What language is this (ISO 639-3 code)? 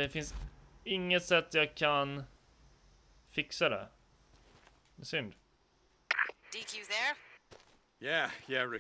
swe